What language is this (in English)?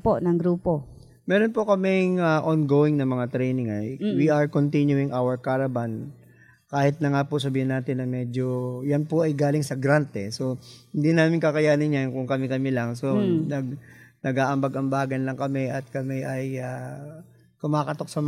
Filipino